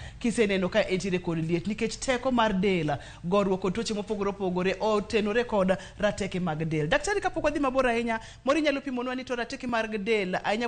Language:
Luo (Kenya and Tanzania)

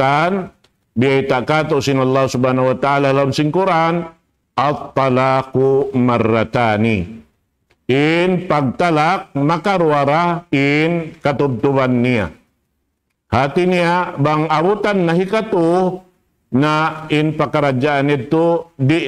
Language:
Tausug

